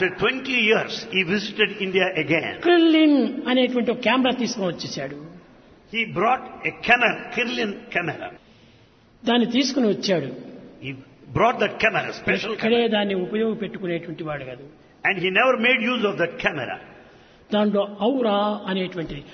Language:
Telugu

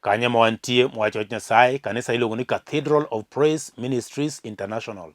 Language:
Luo (Kenya and Tanzania)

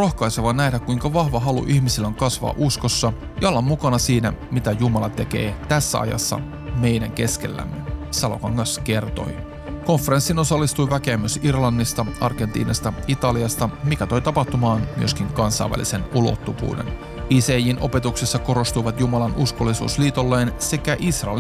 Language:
Finnish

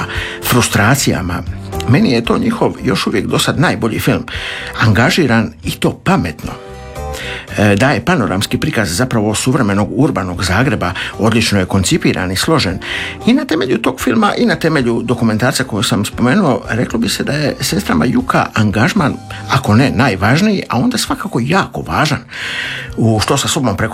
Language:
Croatian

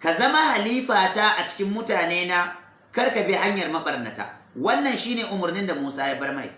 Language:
Hausa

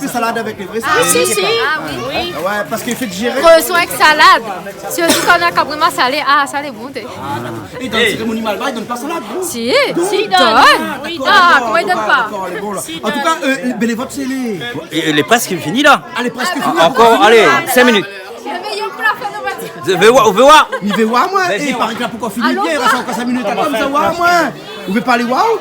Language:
Réunion Creole French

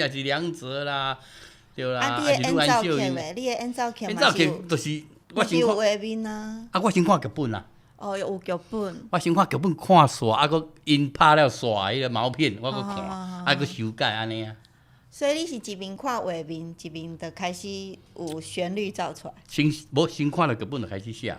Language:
Min Nan Chinese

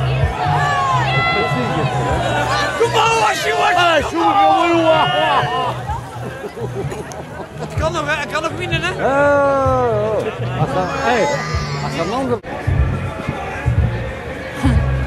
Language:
Dutch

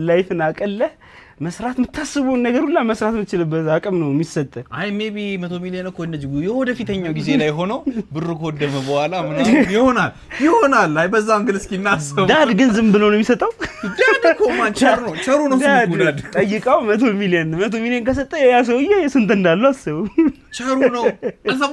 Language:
Amharic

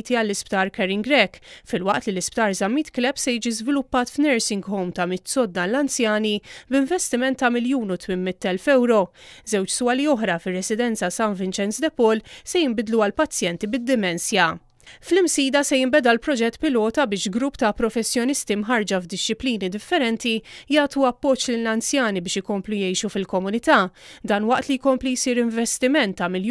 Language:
Maltese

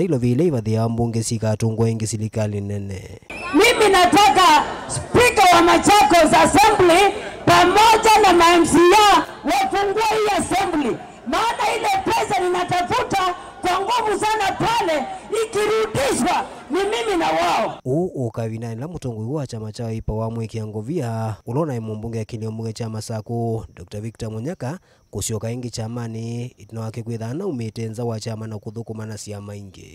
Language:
Kamba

